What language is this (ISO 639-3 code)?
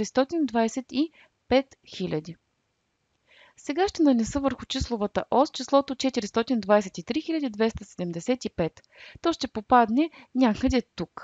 bul